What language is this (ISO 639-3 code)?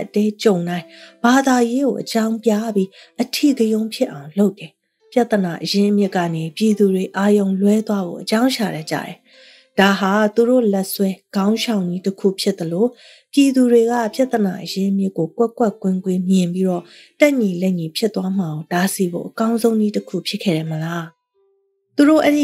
mya